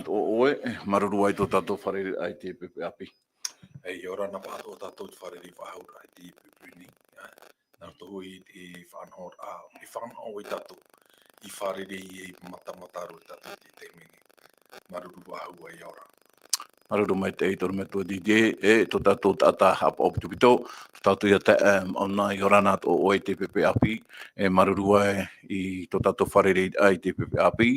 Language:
Tahitian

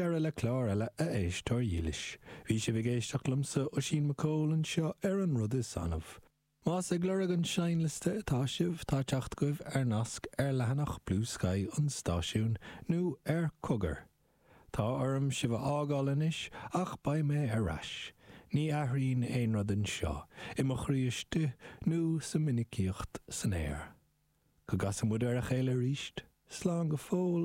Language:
Irish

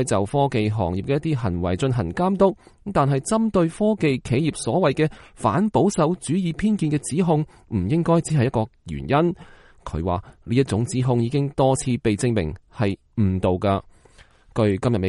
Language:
Cantonese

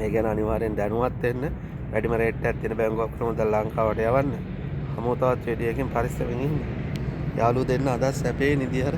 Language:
Sinhala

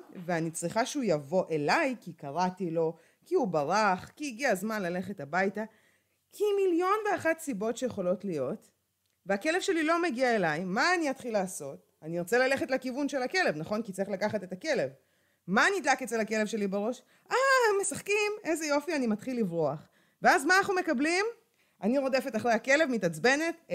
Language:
Hebrew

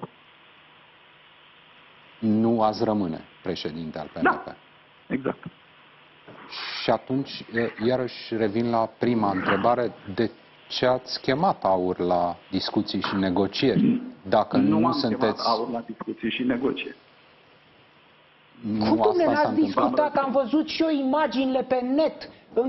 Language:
Romanian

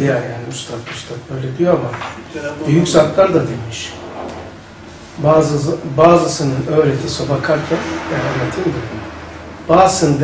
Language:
Turkish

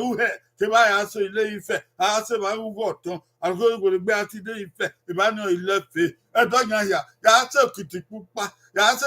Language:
Bini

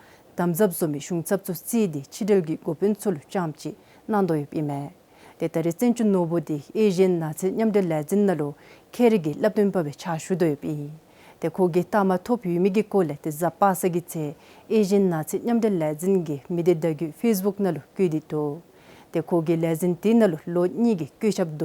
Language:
Dzongkha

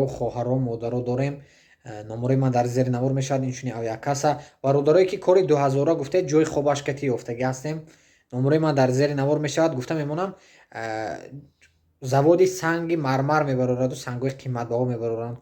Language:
Tajik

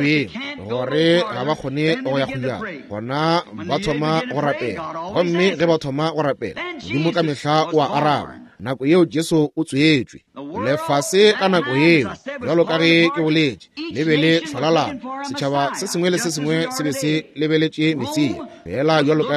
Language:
Northern Sotho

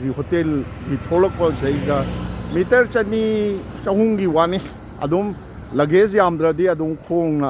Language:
Manipuri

